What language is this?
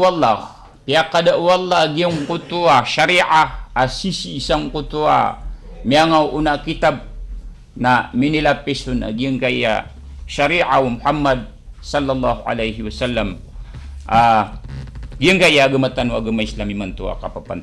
Maranao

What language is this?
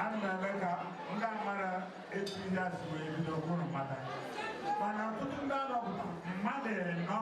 Igbo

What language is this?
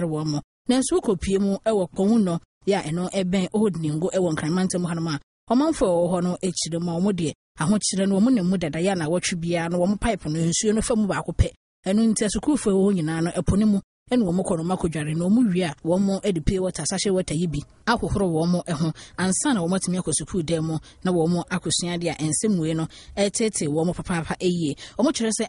Akan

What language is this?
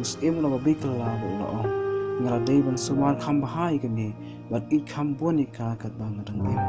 Khasi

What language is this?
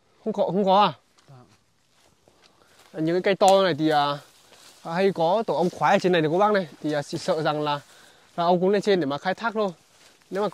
Vietnamese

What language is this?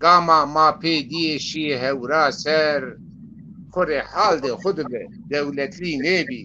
Zaza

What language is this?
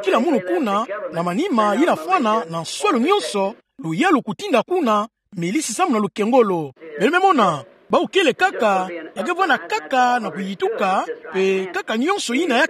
Kituba (Democratic Republic of Congo)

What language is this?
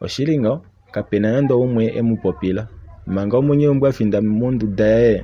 Kuanyama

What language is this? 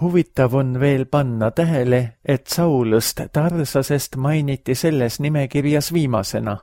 Estonian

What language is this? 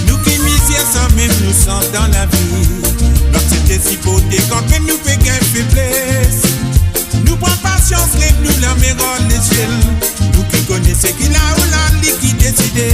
Morisyen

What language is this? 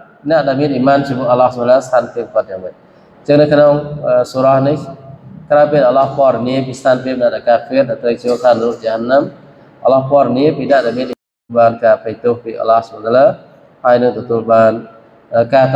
Khmer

